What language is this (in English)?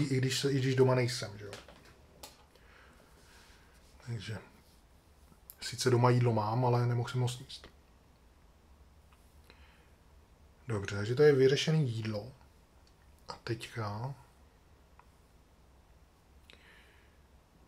Czech